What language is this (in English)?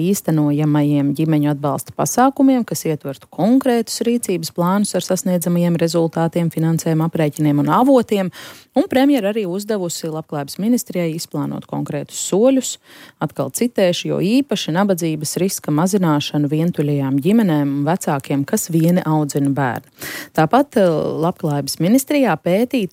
Latvian